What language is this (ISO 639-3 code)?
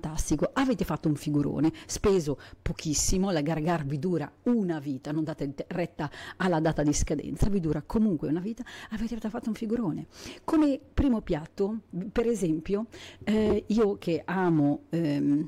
ita